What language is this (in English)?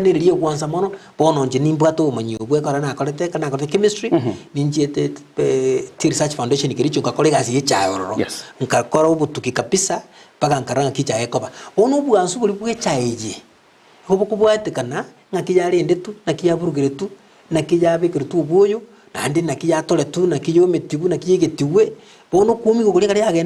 Gusii